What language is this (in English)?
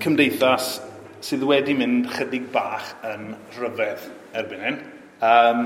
Welsh